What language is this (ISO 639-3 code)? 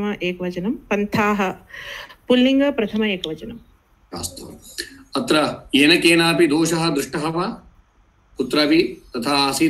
san